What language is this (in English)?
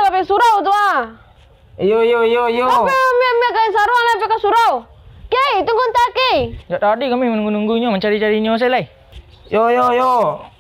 Minangkabau